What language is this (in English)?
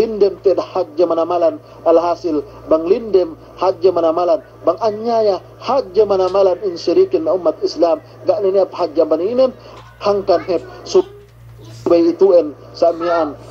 Yakan